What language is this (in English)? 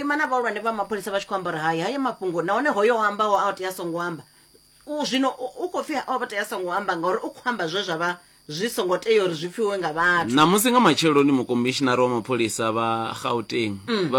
Venda